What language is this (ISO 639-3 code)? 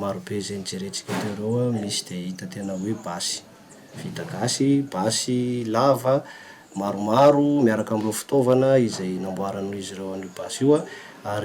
mlg